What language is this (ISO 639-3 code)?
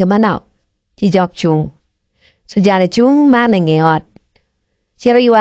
ach